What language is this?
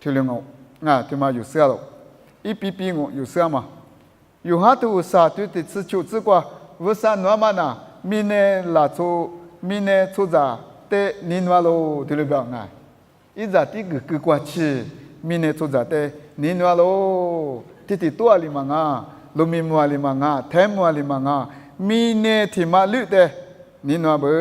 Lisu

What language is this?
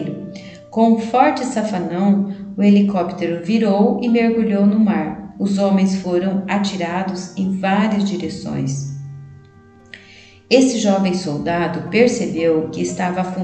Portuguese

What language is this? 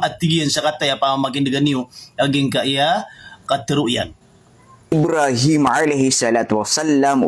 Maranao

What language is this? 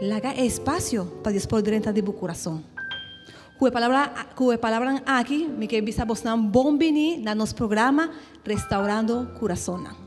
Papiamento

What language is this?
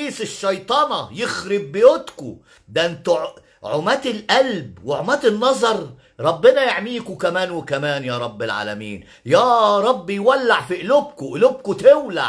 Egyptian Arabic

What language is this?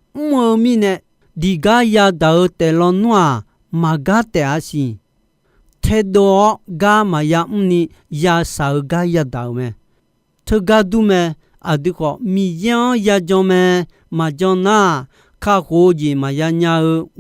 Akha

